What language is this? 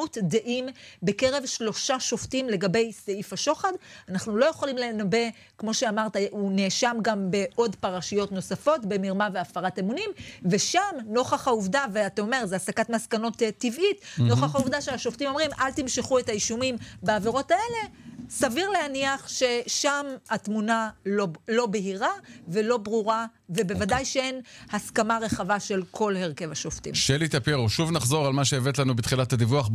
Hebrew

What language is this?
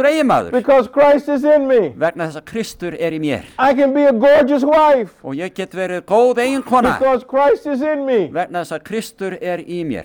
Icelandic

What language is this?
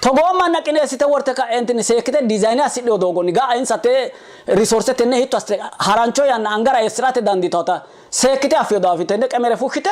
Sidamo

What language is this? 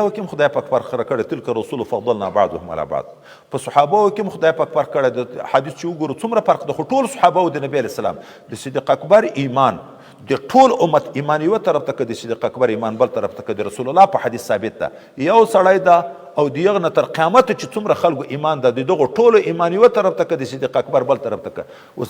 Pashto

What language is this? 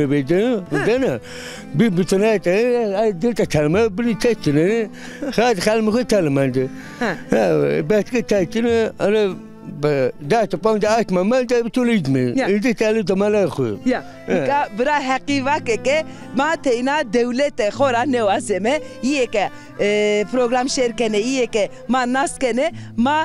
Zaza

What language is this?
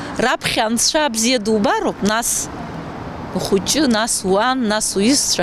Abkhazian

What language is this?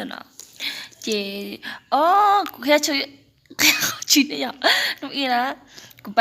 Hmong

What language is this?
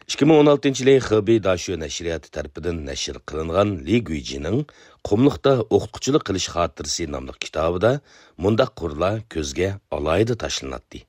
Uyghur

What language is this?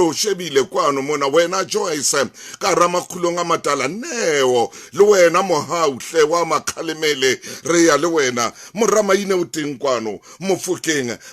Southern Sotho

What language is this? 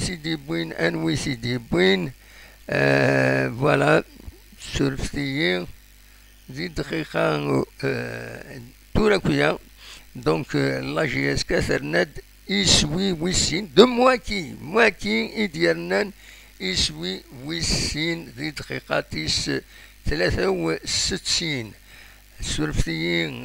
Kabyle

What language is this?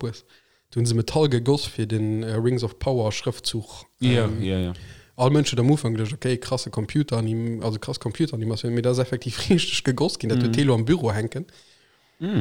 Luxembourgish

